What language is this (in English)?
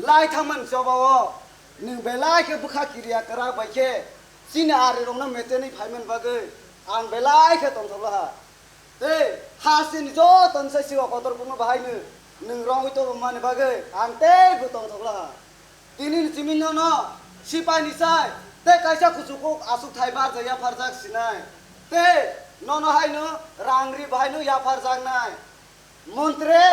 Kok Borok